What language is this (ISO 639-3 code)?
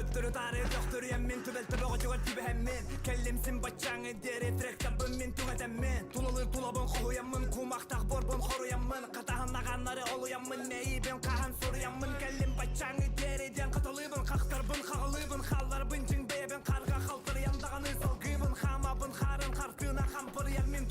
sah